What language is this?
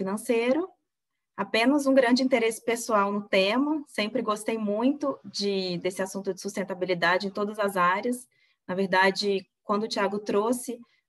Portuguese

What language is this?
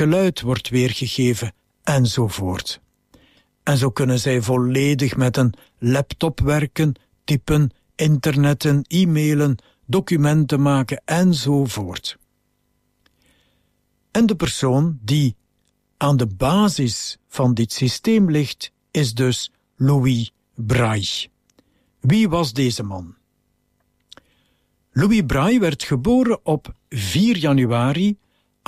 Dutch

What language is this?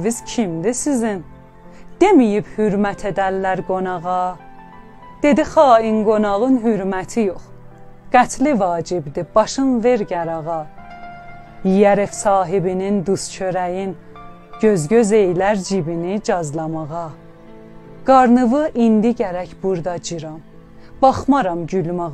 South Azerbaijani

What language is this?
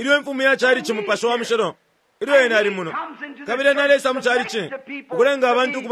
Bemba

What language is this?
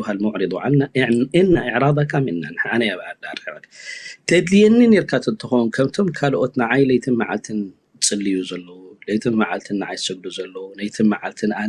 Tigrinya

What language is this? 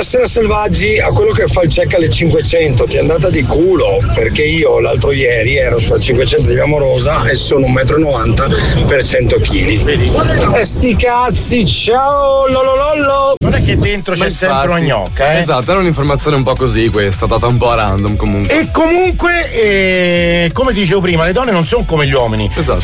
Italian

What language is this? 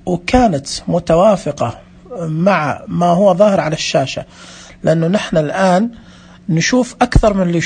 Najdi Arabic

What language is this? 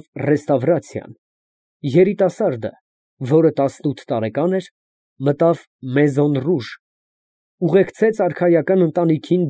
Armenian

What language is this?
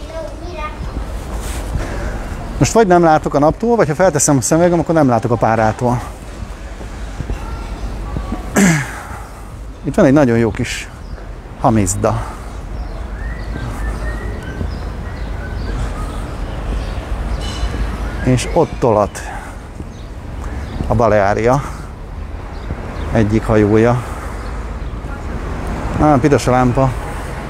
Hungarian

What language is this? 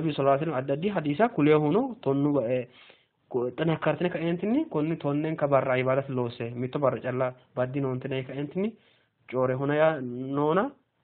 Sidamo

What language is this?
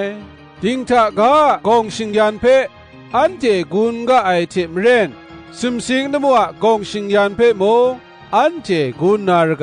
Kachin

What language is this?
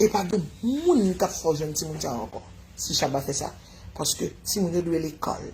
Haitian Creole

